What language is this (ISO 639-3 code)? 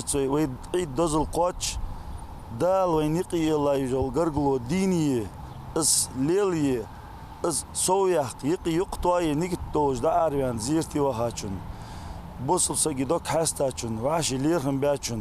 inh